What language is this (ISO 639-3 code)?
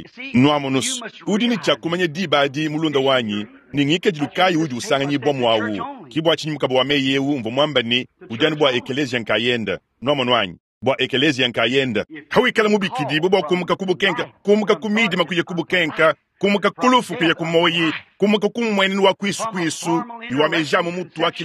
lua